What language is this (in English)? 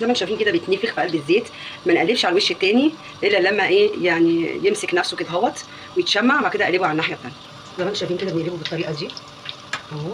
Egyptian Arabic